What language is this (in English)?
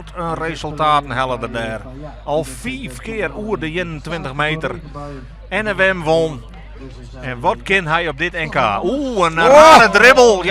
Western Frisian